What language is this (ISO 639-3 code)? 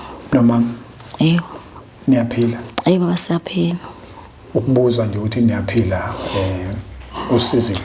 zul